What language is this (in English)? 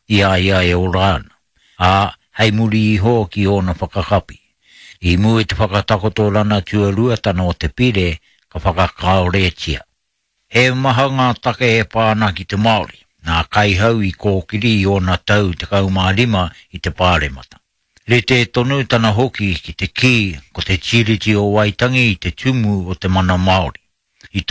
Māori